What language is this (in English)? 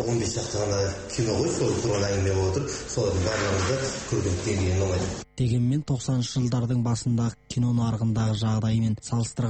Kazakh